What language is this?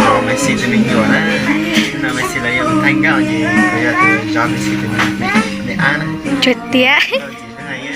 Hmong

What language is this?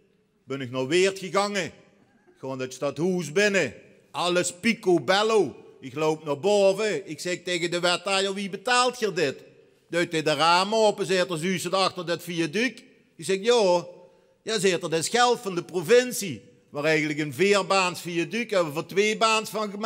Limburgish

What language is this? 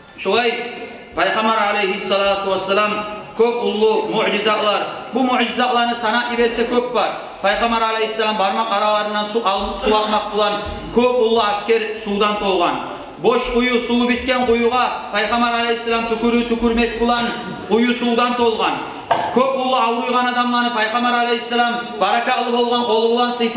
Kumyk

